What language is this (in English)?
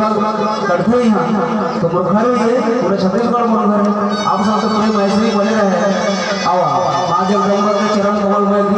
Chhattisgarhi